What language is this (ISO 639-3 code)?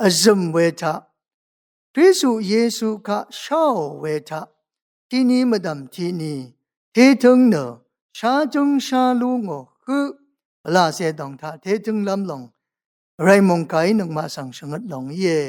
raw